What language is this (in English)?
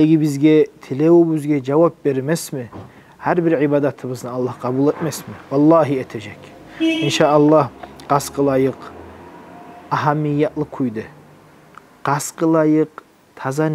Kumyk